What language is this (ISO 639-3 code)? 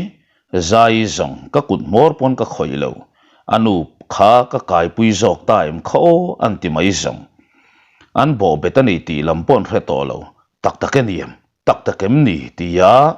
lus